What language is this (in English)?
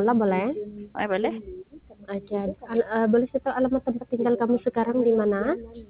Indonesian